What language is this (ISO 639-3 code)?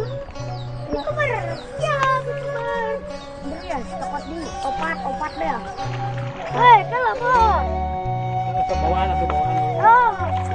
sun